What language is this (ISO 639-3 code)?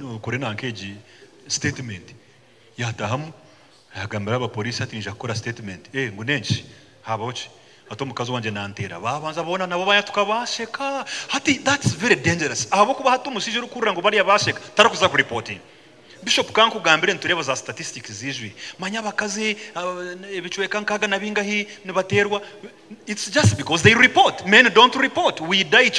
nyn